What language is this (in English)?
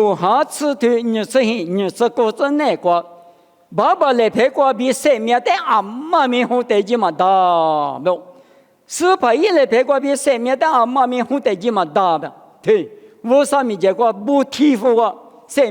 Lisu